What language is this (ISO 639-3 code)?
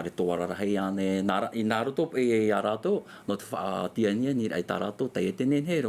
tah